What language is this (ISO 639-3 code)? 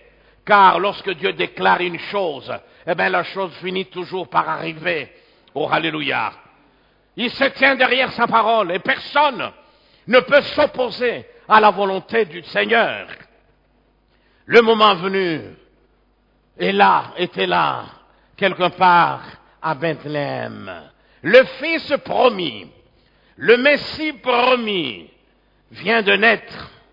fra